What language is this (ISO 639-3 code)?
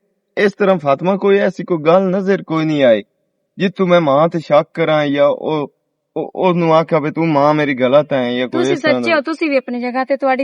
lah